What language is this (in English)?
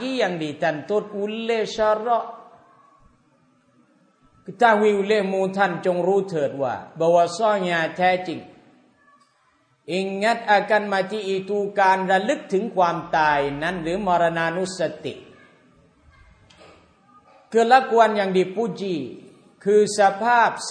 Thai